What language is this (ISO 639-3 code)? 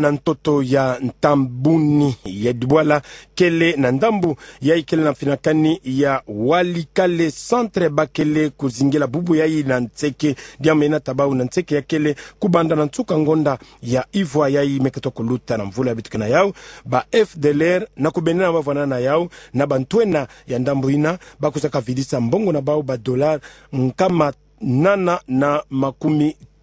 ktu